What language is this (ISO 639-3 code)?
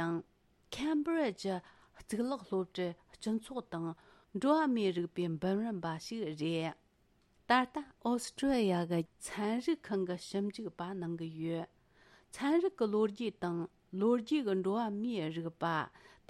bod